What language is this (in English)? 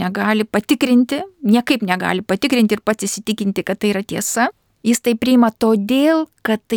Lithuanian